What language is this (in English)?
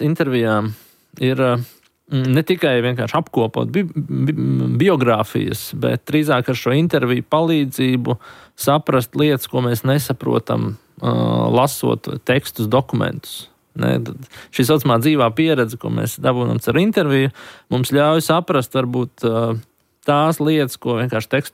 Latvian